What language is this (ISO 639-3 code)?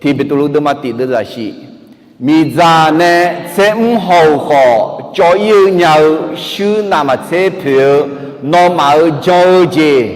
ahk